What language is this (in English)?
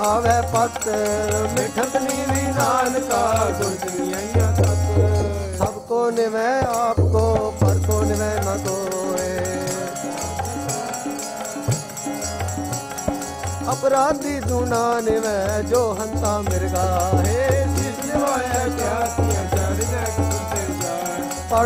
Punjabi